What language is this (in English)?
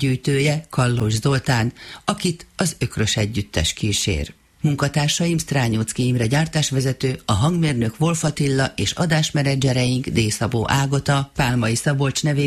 Hungarian